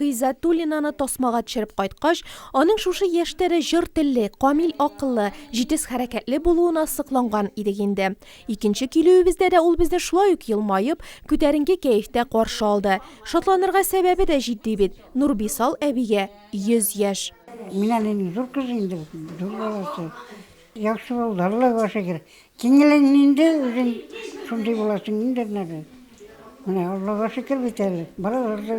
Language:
Tatar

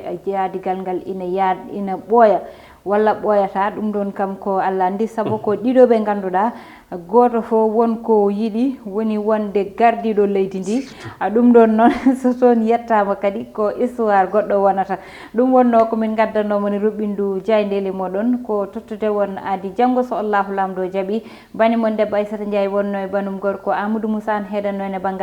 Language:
Fula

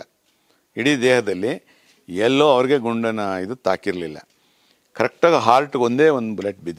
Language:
Kannada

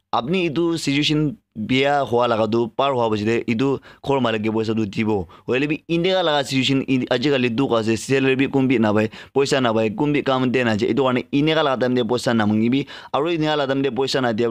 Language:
Naga Pidgin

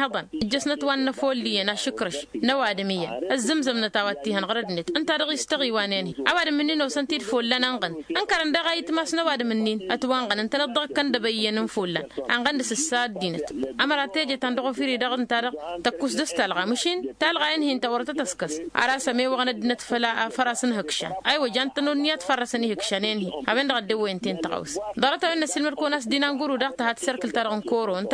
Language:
Tamasheq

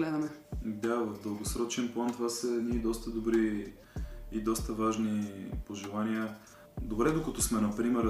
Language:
Bulgarian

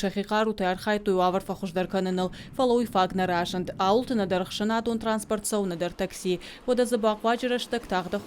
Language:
Ossetic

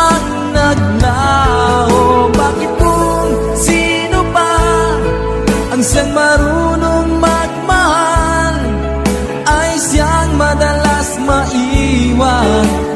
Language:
Filipino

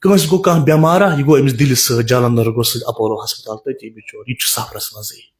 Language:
Kashmiri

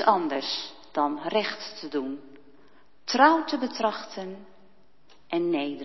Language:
Dutch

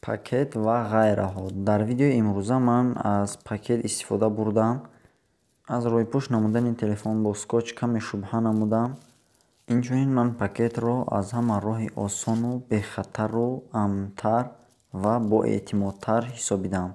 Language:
Tajik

